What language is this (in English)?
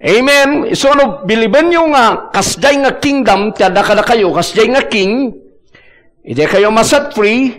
Iloko